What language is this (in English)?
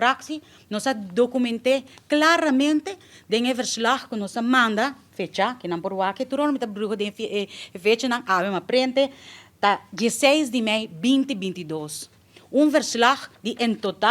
Papiamento